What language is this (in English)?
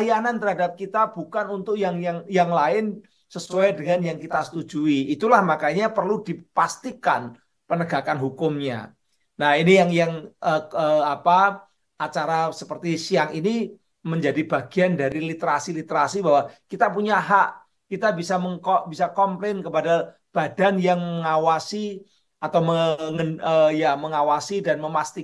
Indonesian